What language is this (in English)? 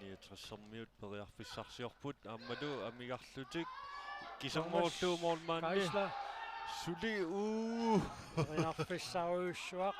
Kalaallisut